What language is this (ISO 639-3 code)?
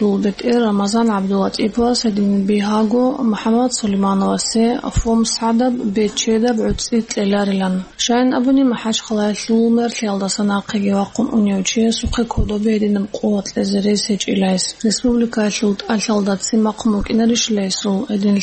ava